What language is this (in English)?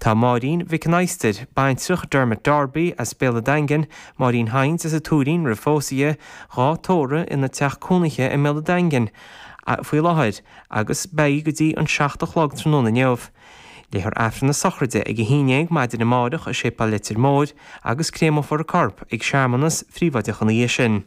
Irish